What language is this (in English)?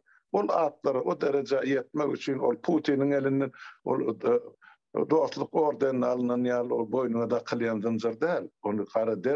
Turkmen